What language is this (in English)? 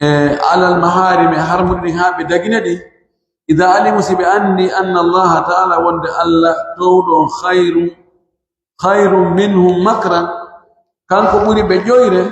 Pular